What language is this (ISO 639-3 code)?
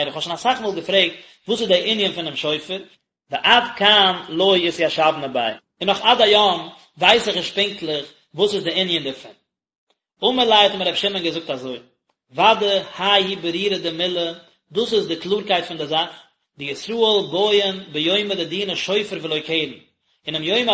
yid